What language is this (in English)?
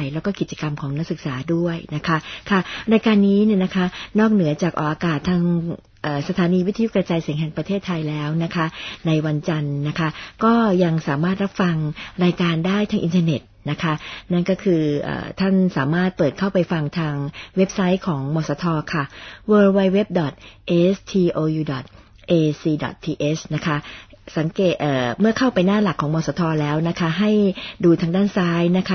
Thai